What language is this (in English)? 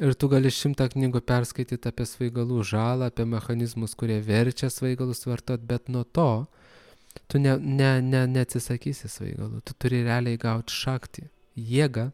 Lithuanian